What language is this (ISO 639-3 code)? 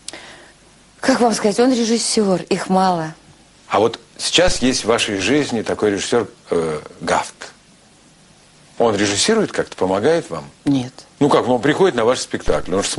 rus